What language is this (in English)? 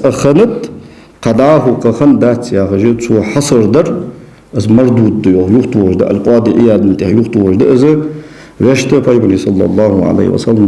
Ingush